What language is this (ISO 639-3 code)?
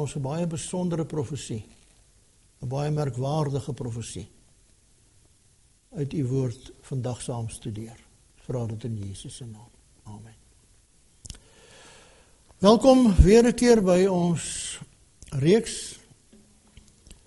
afr